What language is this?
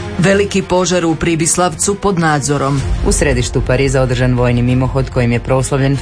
Croatian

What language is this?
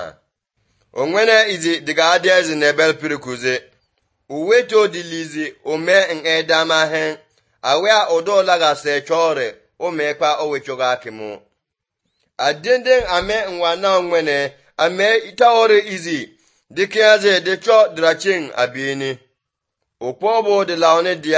Basque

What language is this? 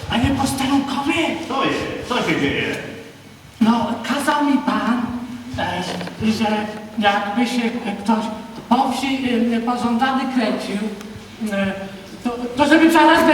Rusyn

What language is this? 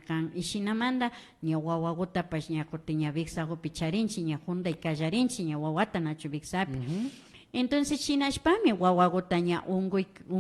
Imbabura Highland Quichua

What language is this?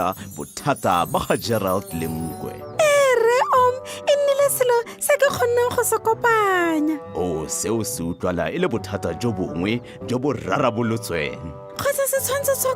Tswana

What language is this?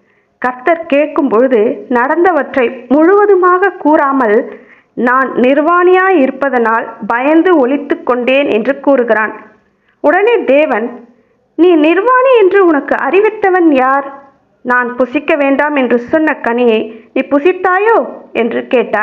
Tamil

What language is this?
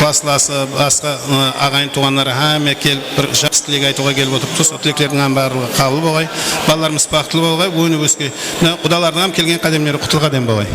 Kara-Kalpak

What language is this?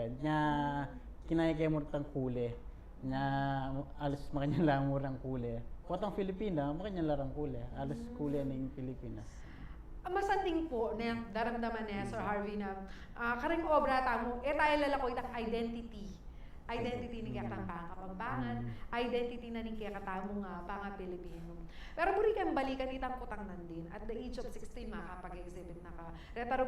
Pampanga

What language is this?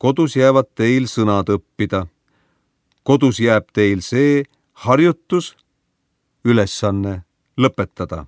Estonian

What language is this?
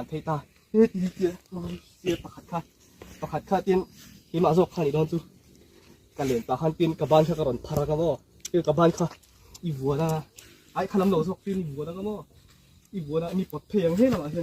Mizo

